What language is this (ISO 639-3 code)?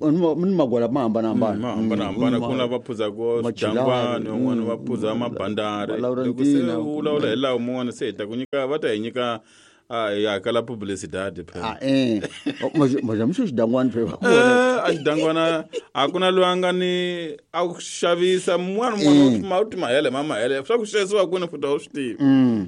tso